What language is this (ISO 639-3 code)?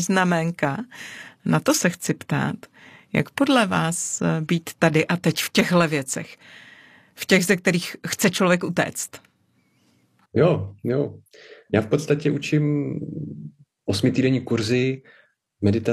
ces